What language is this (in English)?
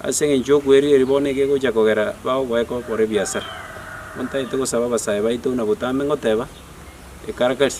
Gusii